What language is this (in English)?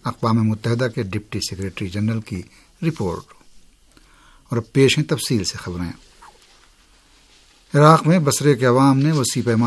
Urdu